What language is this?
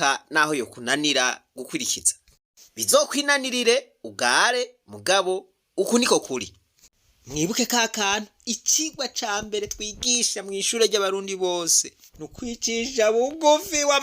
Rundi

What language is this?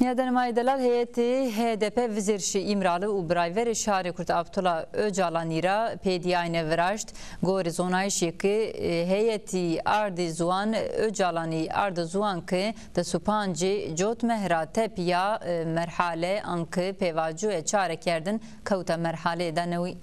Zaza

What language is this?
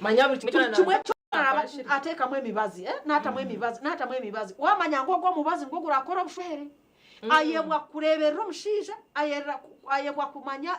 Nyankole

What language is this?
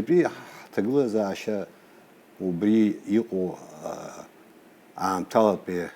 Abkhazian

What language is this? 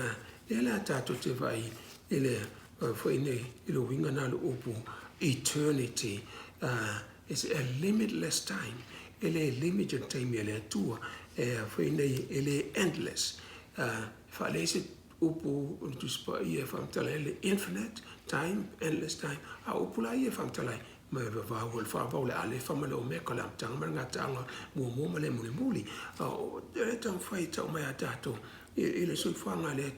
Samoan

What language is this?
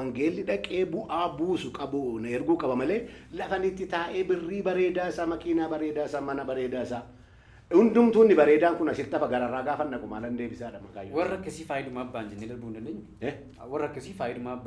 Oromo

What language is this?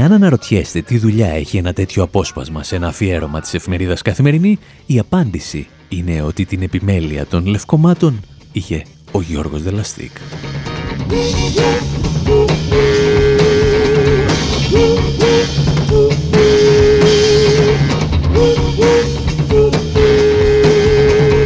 Greek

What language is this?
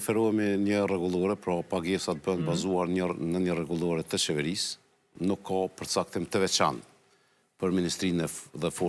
Albanian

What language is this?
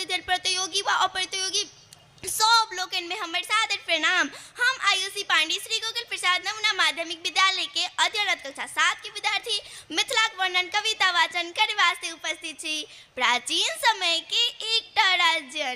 Maithili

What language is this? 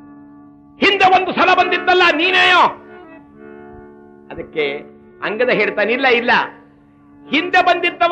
Kannada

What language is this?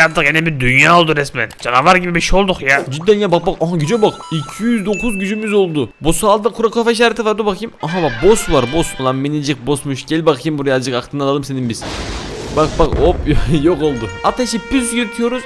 Turkish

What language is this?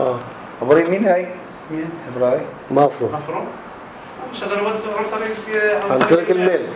North Levantine Arabic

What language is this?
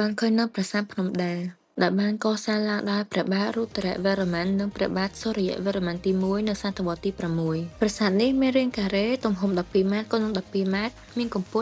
Khmer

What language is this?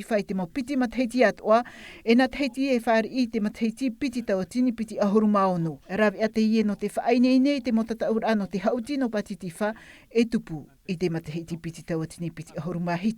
Tahitian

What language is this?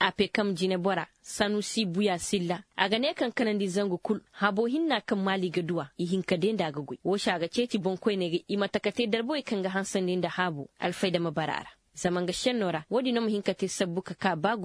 Koyraboro Senni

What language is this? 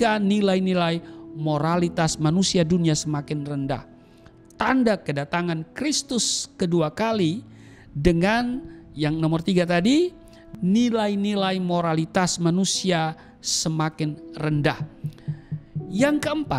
Indonesian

